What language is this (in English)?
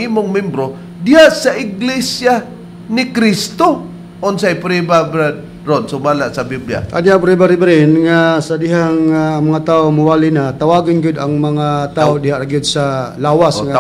Cebuano